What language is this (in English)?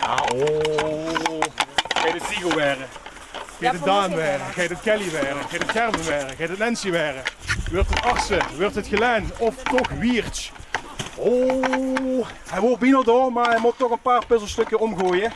Limburgish